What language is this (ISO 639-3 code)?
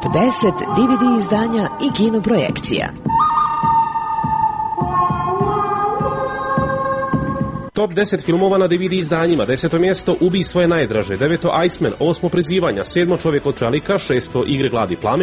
hrv